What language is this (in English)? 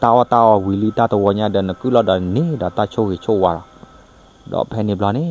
S'gaw Karen